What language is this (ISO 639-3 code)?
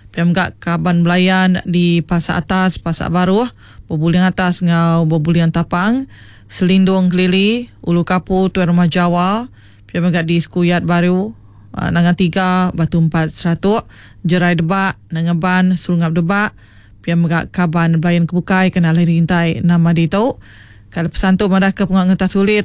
iba